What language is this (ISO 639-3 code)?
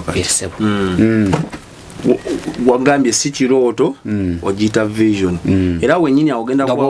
lug